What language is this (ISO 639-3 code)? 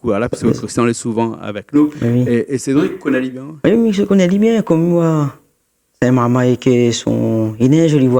rcf